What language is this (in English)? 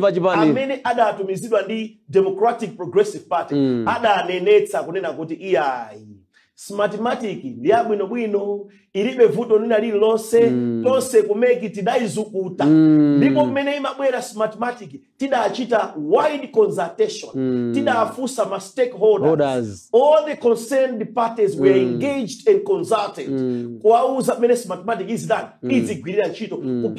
Nyanja